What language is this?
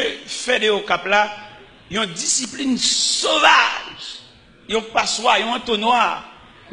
Haitian Creole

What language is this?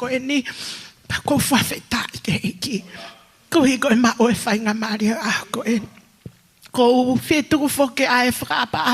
Tongan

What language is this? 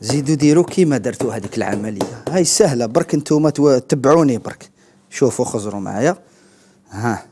Algerian Arabic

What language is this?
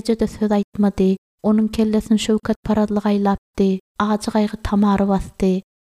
Turkmen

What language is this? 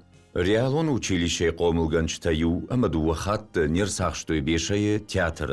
Ossetic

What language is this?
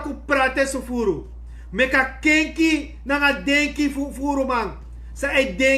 Sranan Tongo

